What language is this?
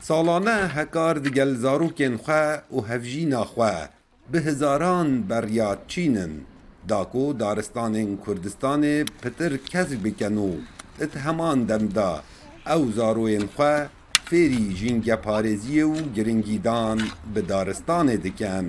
Kurdish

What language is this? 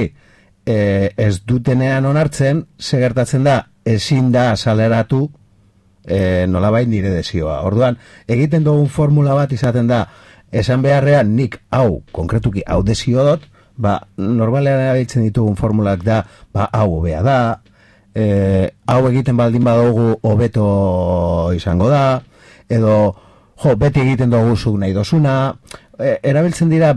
Basque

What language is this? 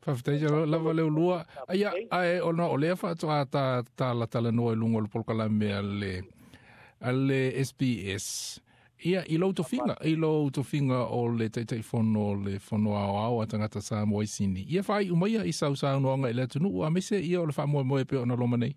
Samoan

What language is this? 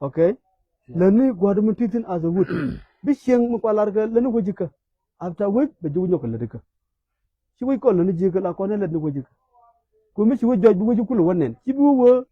Nuer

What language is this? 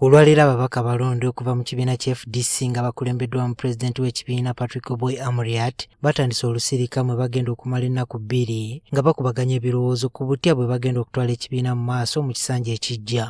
Ganda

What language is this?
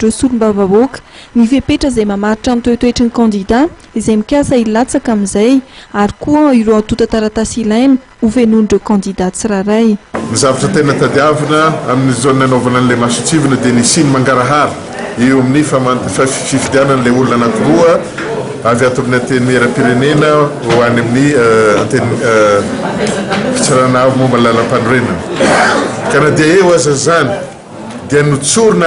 Malagasy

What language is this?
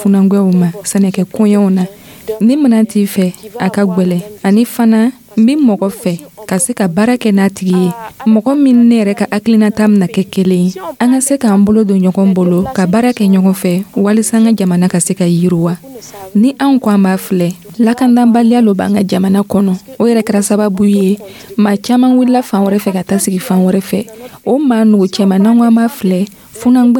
Dyula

